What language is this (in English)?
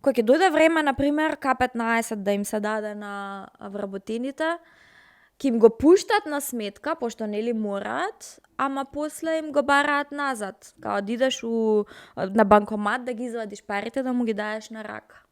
Macedonian